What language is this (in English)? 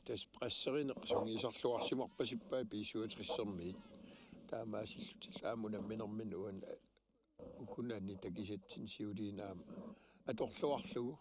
Kalaallisut